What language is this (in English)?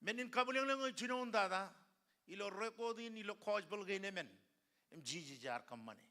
Marshallese